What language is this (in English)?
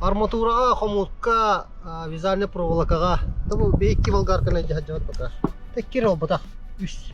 Yakut